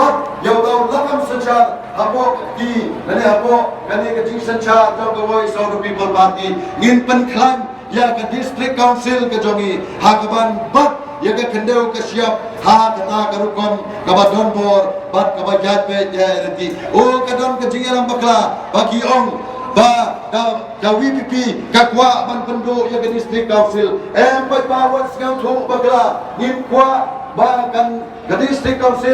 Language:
Khasi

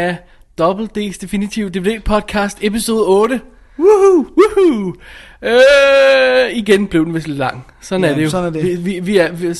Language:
Danish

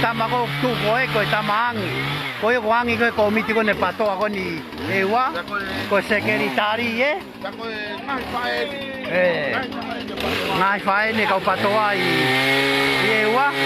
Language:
Tongan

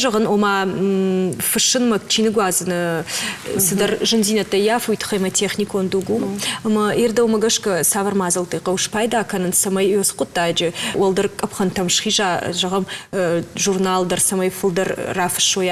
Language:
Ossetic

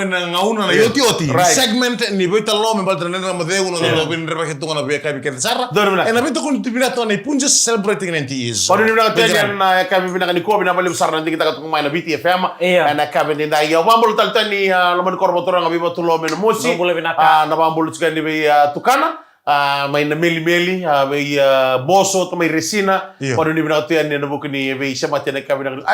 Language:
Fijian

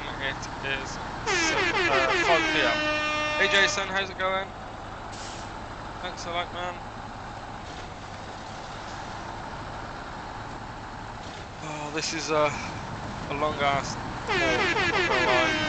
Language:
English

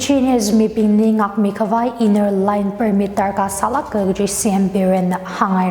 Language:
Tangkhul Naga (India)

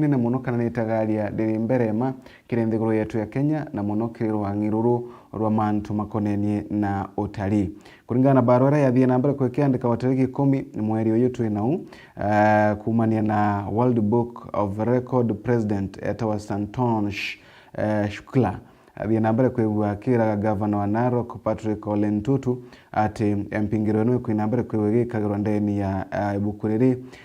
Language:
Meru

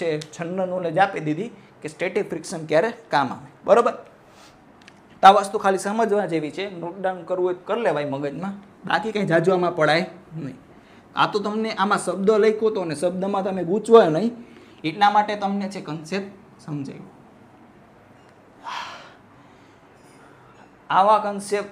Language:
Gujarati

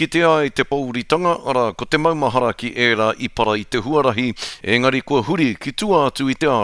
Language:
Māori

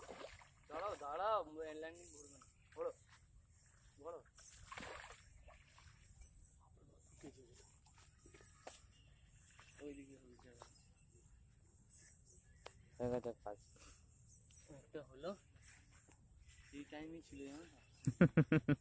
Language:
Bangla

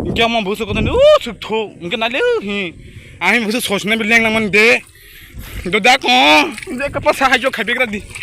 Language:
Kok Borok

